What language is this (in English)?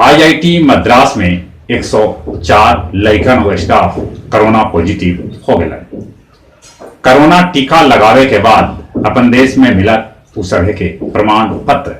Magahi